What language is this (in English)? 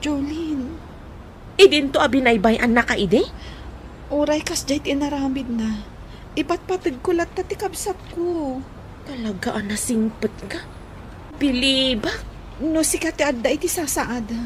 Iloko